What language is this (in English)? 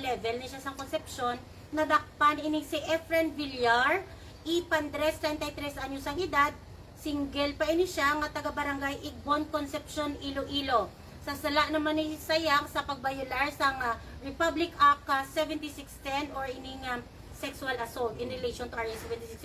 Hiligaynon